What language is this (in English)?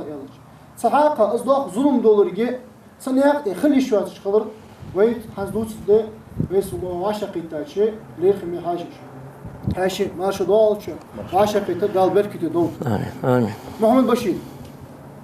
Ingush